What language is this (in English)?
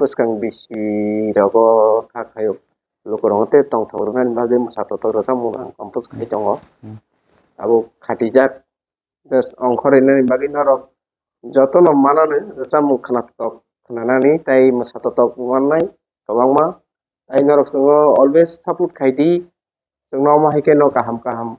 Kok Borok